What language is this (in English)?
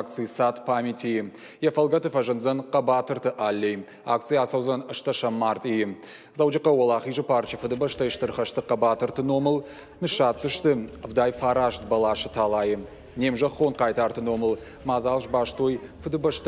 Ossetic